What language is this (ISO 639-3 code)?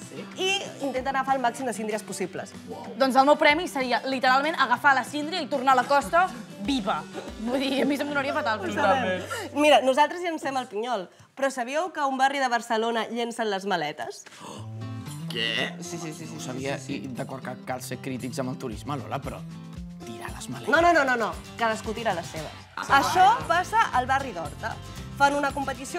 cat